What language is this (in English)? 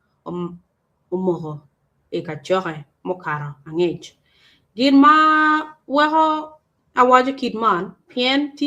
Acoli